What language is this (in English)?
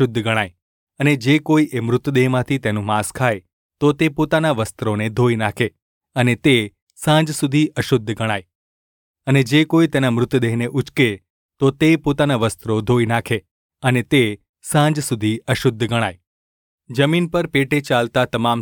Gujarati